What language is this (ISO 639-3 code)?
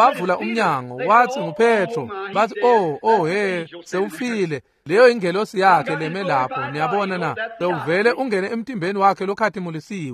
ssw